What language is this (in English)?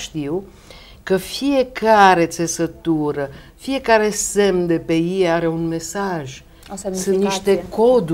Romanian